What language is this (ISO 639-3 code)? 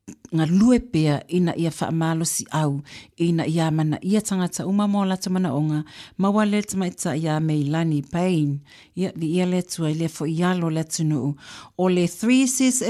smo